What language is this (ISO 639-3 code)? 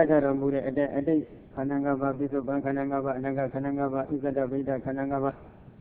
mya